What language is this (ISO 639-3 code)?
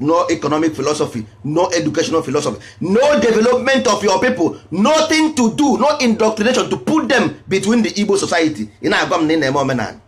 ibo